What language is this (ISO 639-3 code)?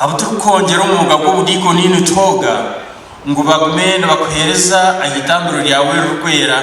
nyn